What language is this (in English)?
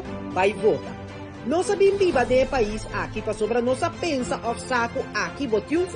Papiamento